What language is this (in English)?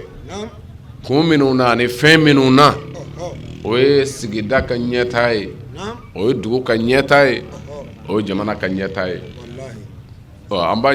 Bambara